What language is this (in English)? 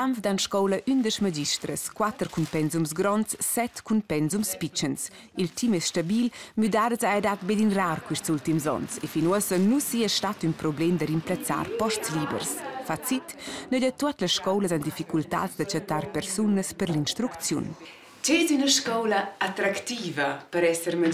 Romansh